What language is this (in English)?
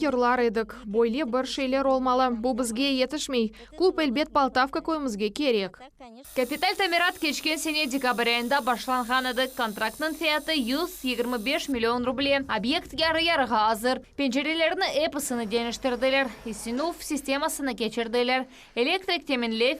Crimean Tatar